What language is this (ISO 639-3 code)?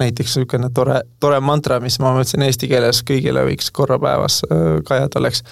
est